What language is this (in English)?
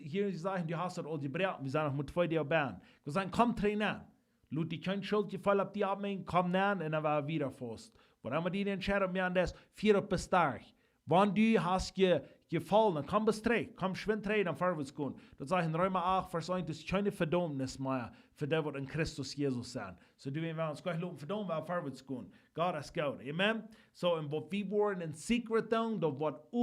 Plautdietsch